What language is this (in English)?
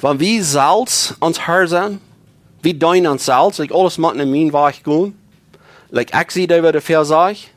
Plautdietsch